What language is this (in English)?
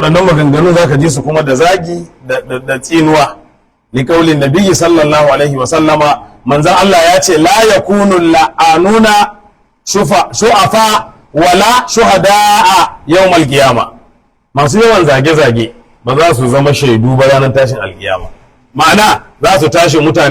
Hausa